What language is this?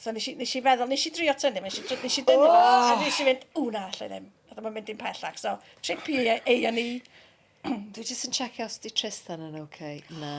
Welsh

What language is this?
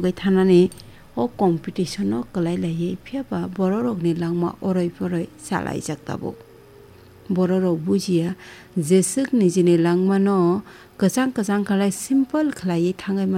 Kok Borok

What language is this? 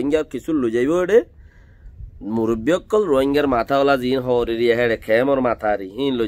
Rohingya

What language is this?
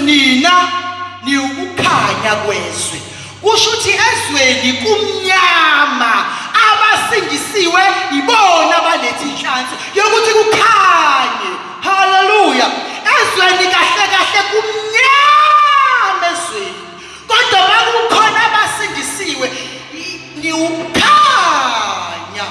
Zulu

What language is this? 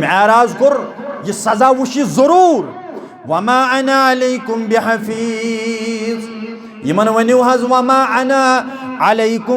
Kashmiri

